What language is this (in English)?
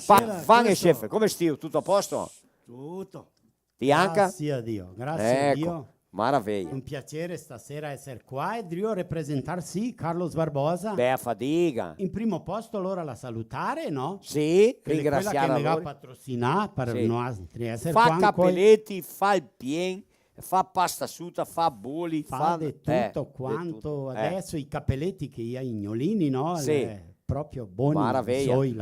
Venetian